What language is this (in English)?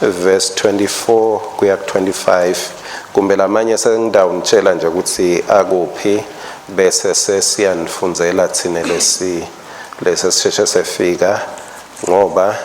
Swati